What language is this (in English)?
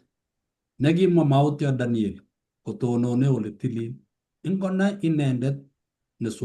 Kalenjin